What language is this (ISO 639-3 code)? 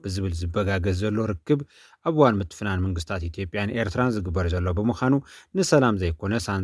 tir